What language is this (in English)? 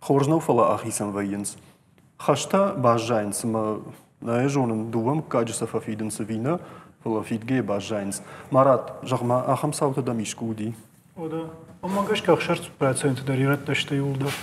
Ossetic